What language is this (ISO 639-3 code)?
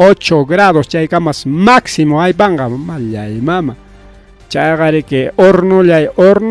quy